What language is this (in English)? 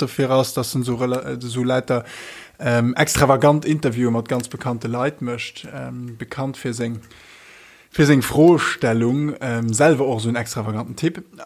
Luxembourgish